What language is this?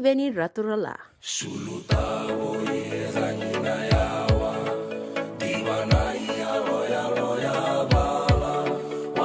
Fijian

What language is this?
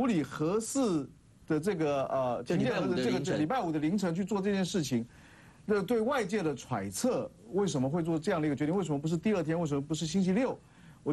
Chinese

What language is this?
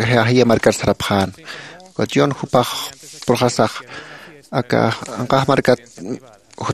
Aymara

